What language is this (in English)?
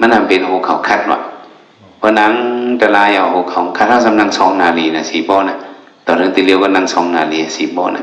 Shan